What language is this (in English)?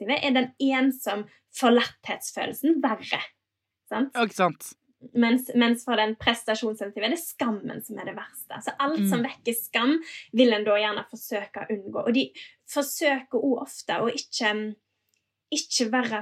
Norwegian